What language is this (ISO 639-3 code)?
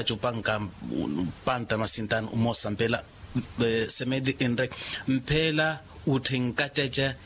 vmw